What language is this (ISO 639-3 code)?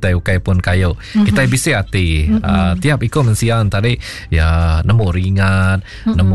iba